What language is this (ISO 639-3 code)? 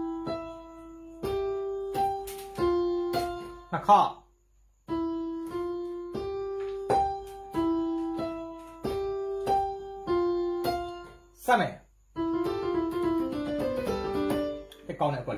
mya